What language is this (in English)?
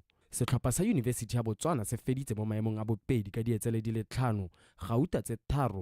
Tswana